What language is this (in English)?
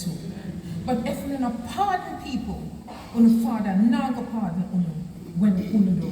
Jamaican Creole English